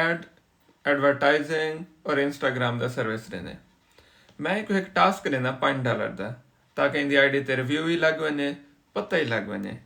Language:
Saraiki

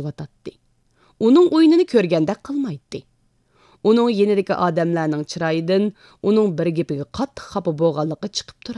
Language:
Uyghur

